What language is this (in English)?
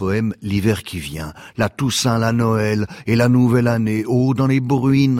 French